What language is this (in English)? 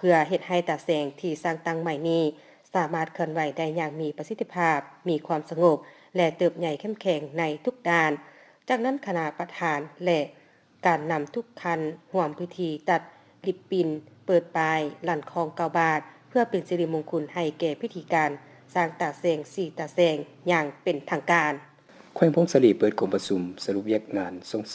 Lao